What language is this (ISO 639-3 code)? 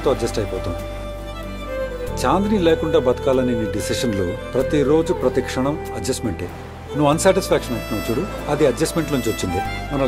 tel